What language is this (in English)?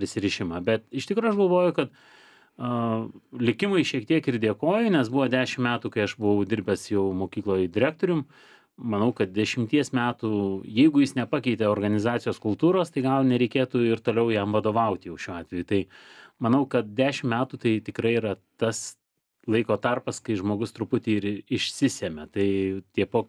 Lithuanian